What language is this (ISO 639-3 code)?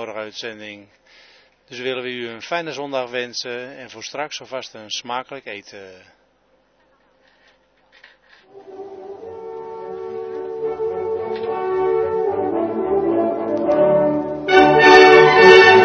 nld